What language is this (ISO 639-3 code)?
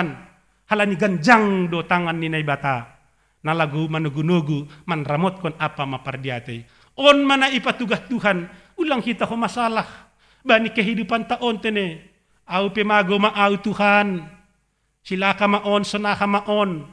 bts